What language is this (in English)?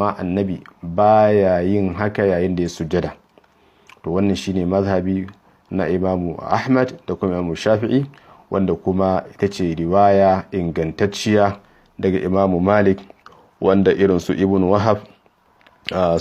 Hausa